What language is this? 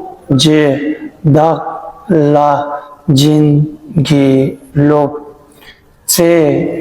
Tibetan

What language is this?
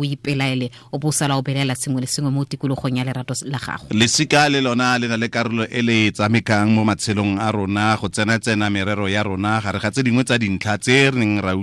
Tswana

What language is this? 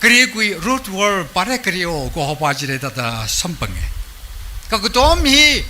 Tangkhul Naga (India)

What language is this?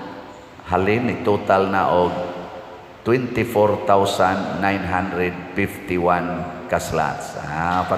Cebuano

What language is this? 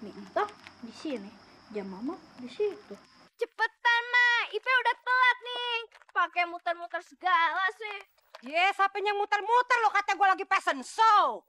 Betawi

